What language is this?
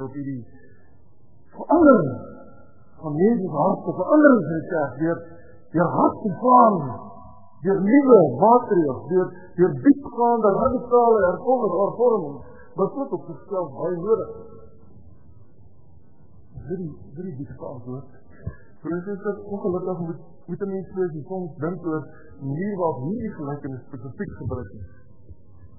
Afrikaans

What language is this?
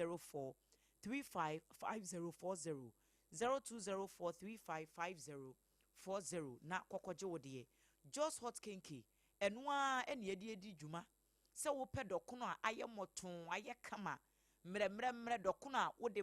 Akan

